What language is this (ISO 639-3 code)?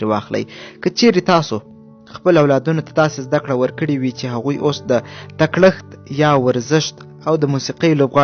pus